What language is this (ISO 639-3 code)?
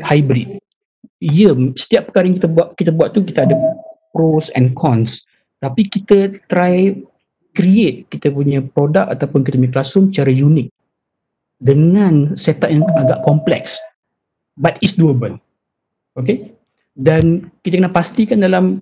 msa